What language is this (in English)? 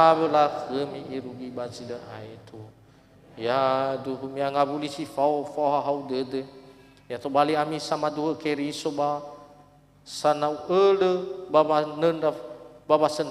Nias